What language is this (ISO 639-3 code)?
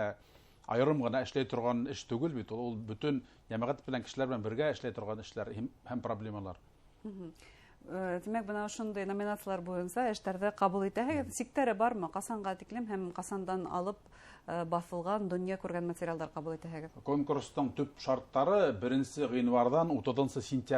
bak